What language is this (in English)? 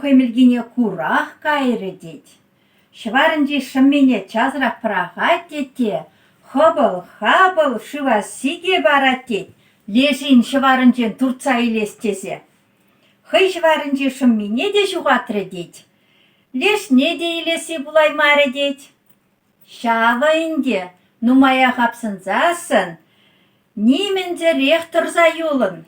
Chuvash